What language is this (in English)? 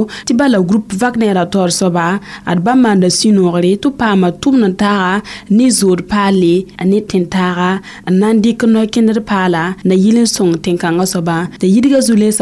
Mossi